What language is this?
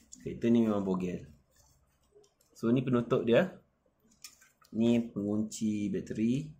Malay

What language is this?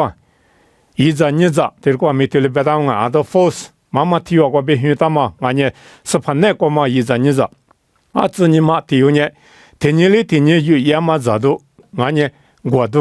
Lisu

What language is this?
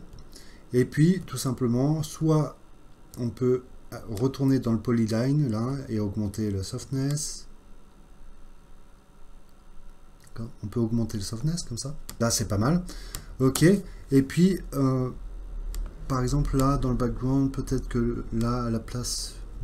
French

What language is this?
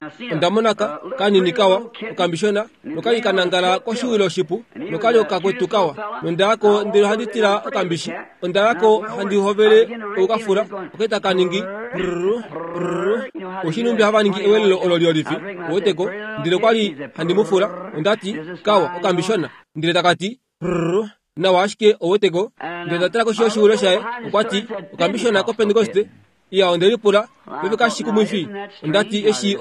Kuanyama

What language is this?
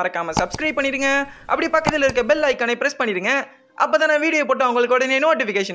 Tamil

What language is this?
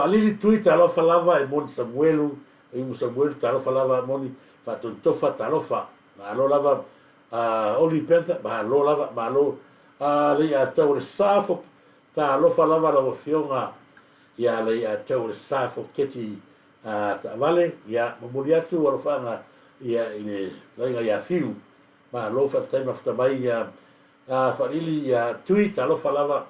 Samoan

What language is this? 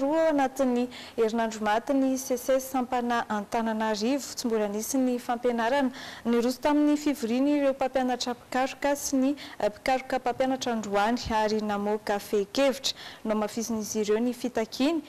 Malagasy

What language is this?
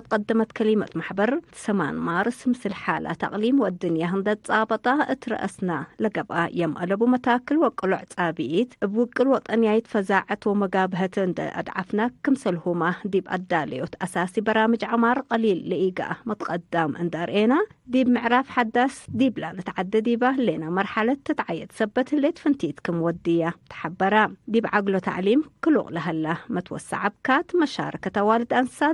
Tigre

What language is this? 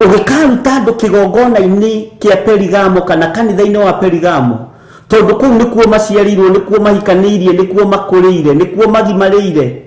Kikuyu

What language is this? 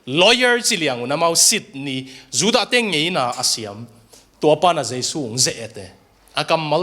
Tedim Chin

